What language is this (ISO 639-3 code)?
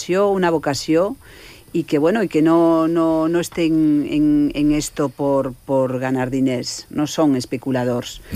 cat